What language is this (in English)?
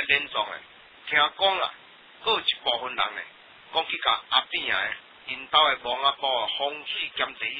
Min Nan Chinese